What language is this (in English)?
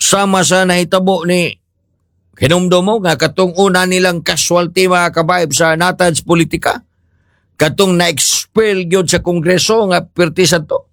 Cebuano